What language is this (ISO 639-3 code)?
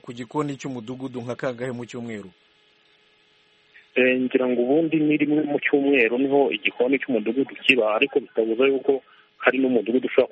kin